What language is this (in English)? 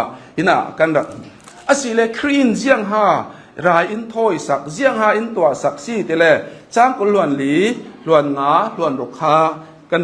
Hakha Chin